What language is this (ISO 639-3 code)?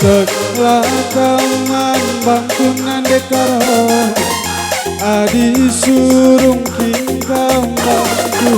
btx